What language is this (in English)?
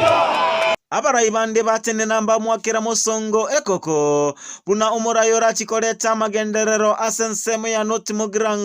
Gusii